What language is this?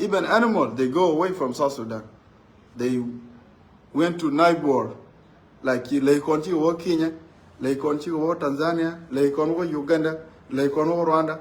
Nuer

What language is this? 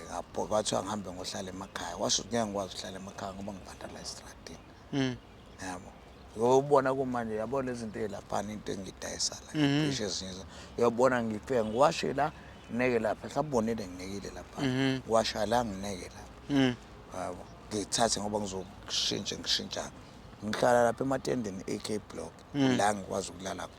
Zulu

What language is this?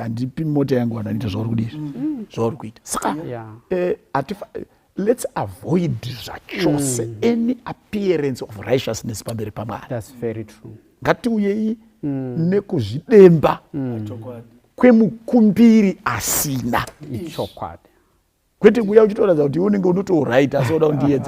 Shona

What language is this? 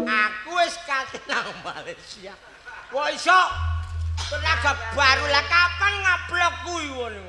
Javanese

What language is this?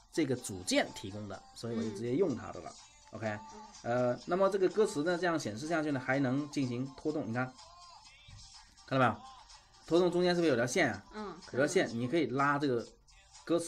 Chinese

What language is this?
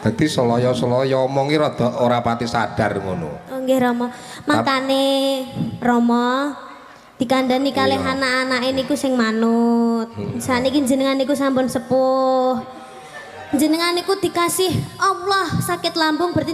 Javanese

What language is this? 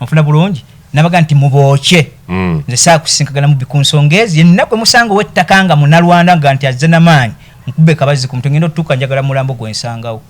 Ganda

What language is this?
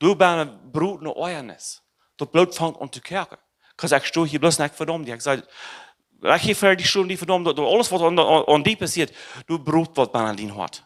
Plautdietsch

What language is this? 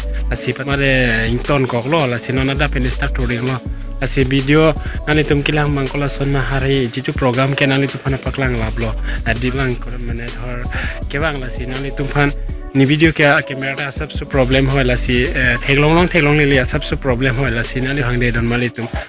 Karbi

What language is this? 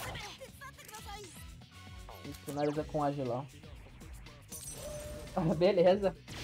Portuguese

